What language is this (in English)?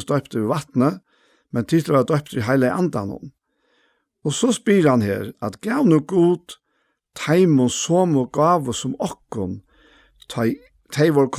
Faroese